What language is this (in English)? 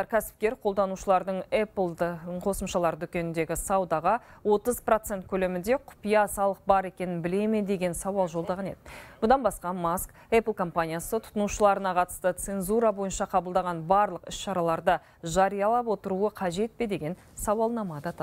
Kazakh